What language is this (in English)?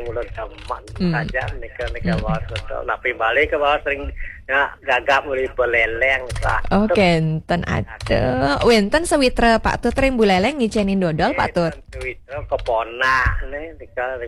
Balinese